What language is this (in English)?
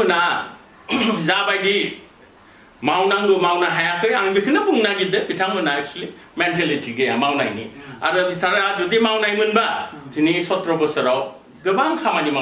Bodo